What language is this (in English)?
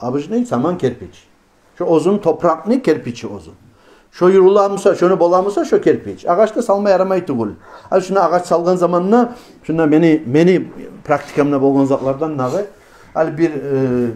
Kumyk